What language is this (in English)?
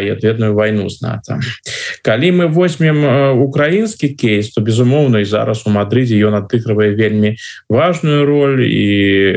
Belarusian